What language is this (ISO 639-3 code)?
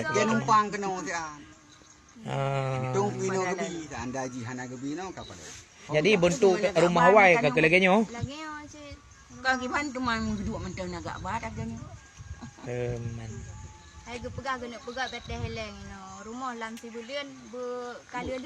ace